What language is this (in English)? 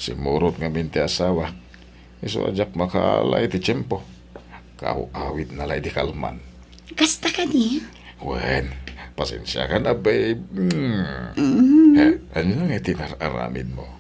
Iloko